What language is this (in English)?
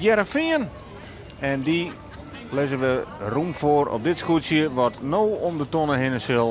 Western Frisian